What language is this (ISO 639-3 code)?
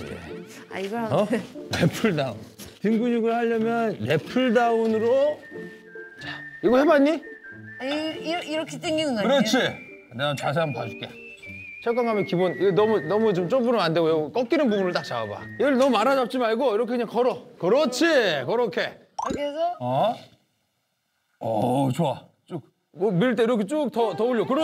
kor